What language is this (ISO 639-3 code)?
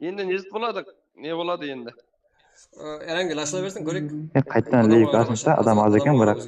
kaa